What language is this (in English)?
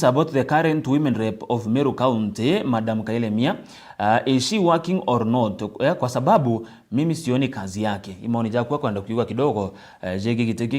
Meru